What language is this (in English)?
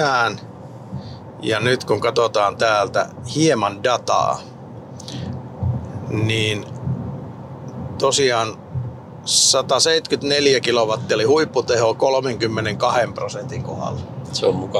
Finnish